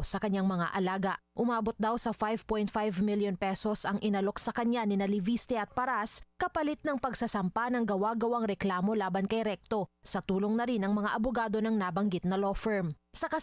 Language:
Filipino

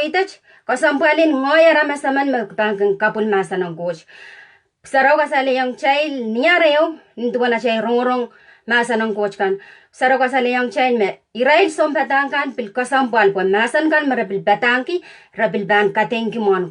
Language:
Pohnpeian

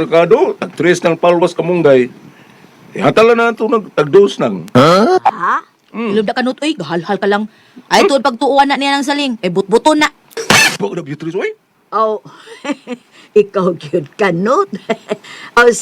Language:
Cebuano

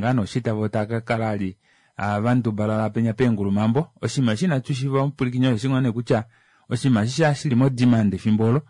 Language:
Kuanyama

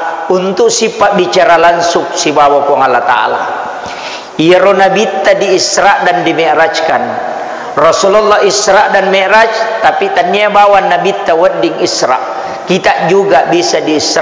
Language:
Buginese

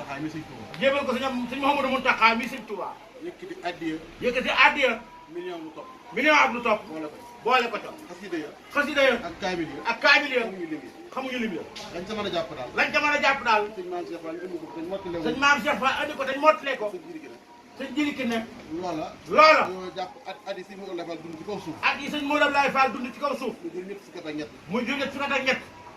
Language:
Wolof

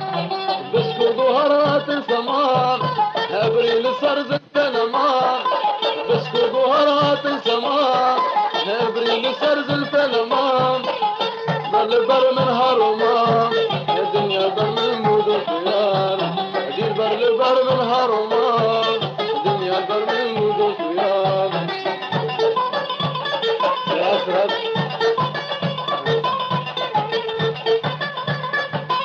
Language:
Arabic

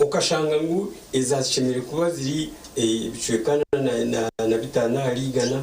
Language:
Nyankole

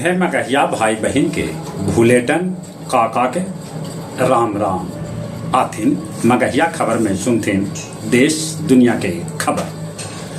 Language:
Magahi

